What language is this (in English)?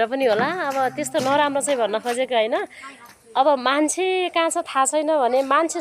Nepali